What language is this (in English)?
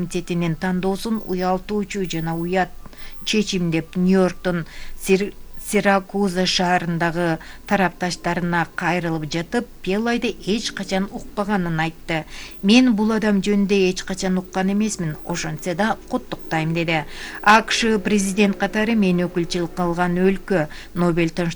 Kyrgyz